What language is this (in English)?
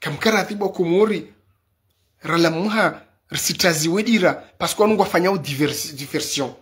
Ngazidja Comorian